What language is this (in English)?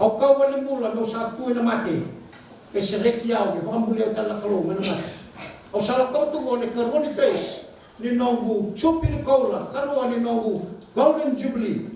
Fijian